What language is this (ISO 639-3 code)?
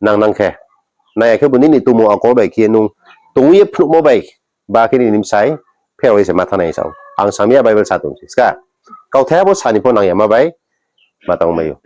ria